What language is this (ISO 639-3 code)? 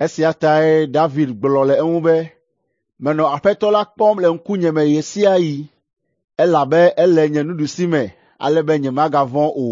ewe